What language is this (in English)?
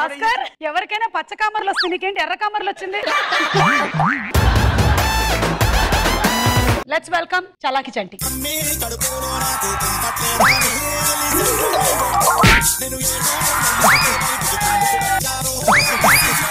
Telugu